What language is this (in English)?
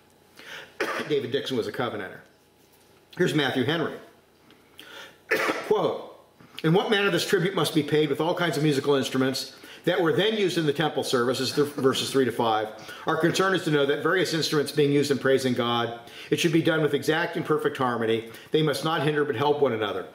English